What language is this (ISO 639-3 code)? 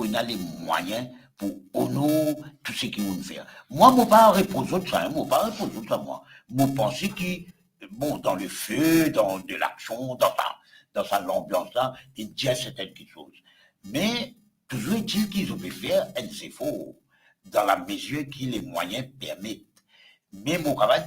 mfe